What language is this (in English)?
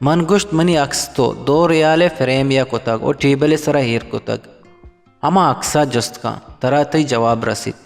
Eastern Balochi